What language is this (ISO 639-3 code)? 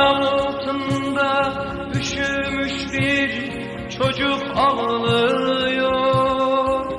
tur